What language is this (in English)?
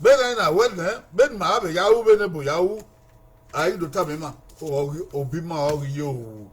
Bini